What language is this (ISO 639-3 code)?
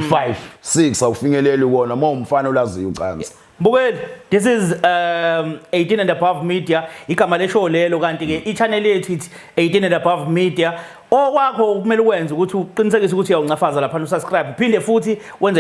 zul